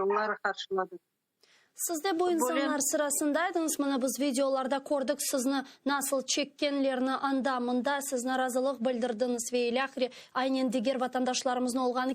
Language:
Crimean Tatar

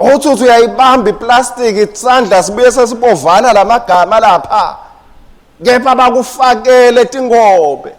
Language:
Swati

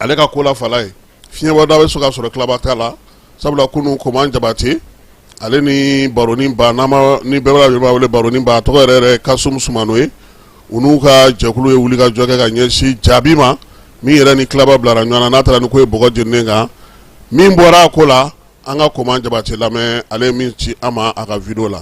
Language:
Bambara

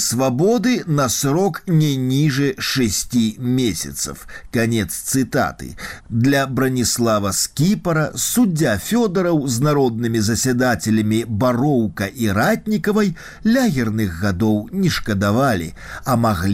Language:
Belarusian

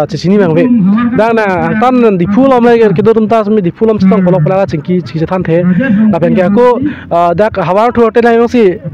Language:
Karbi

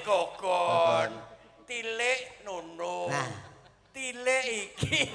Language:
Javanese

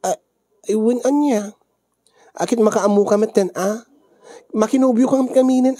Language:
Iloko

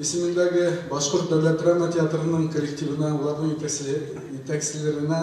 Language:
Bashkir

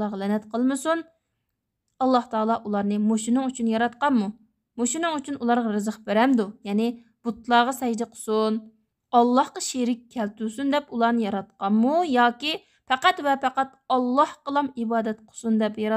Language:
Uyghur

